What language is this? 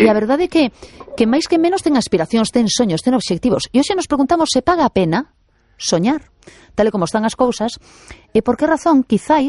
Galician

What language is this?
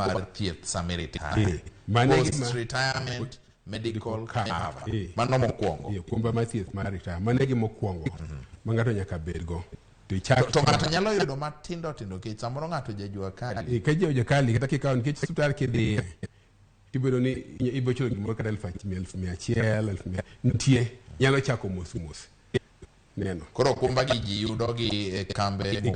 Luo (Kenya and Tanzania)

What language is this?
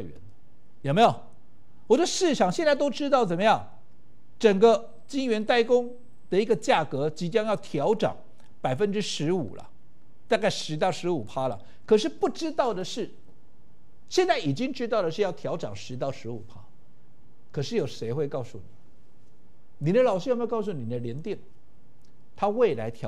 Chinese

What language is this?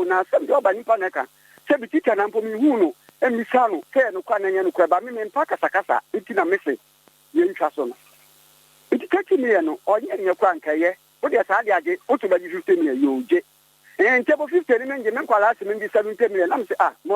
Akan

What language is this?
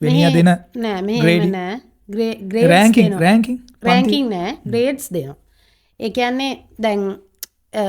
Sinhala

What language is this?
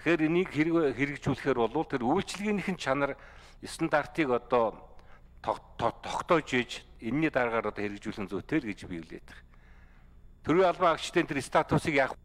Mongolian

